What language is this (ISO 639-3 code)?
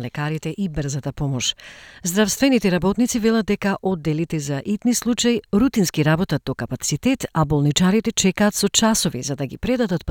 mkd